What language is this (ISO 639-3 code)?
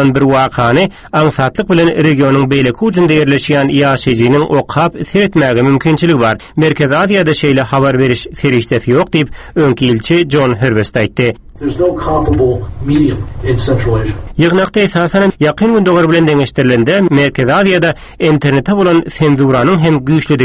tuk